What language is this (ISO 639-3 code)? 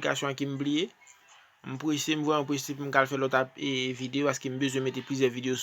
hat